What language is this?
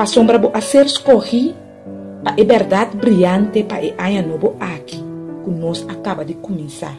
Papiamento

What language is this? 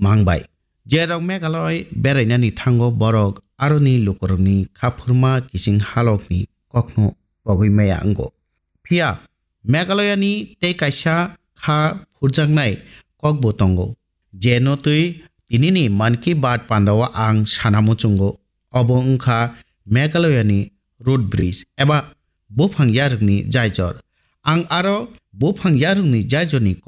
Kok Borok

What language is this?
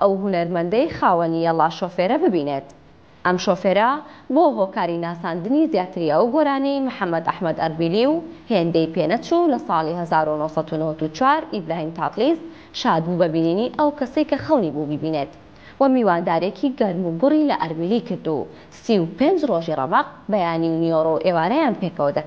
Central Kurdish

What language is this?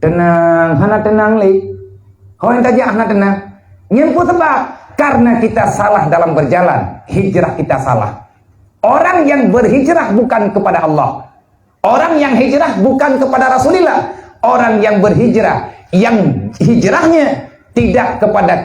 Achinese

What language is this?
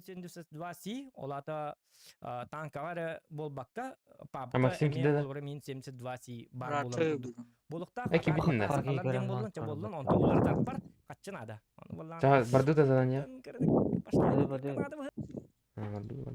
Yakut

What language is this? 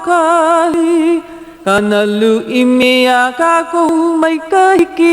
Hawaiian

